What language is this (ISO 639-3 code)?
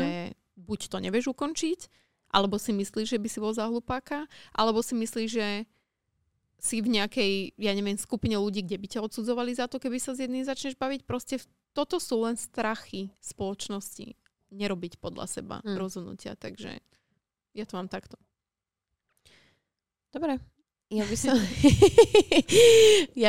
slk